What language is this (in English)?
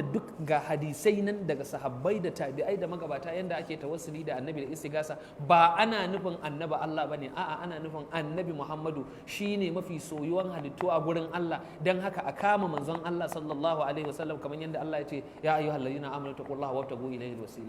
Hausa